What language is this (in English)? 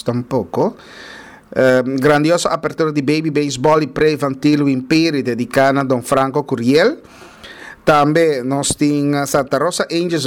Papiamento